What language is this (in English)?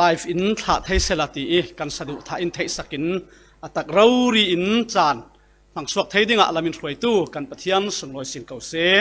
Falam Chin